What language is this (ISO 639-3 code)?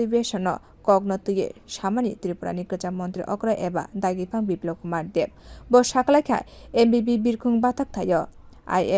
trp